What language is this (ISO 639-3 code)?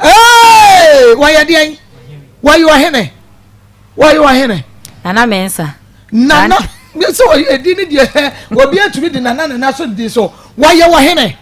aka